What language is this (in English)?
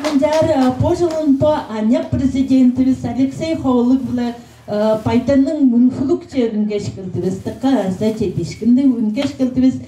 Tuvinian